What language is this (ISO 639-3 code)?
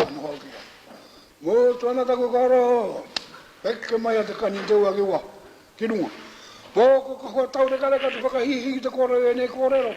mri